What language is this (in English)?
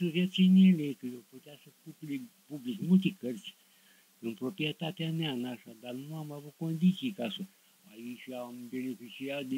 Romanian